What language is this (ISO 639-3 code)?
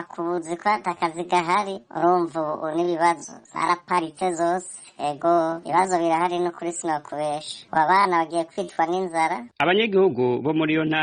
run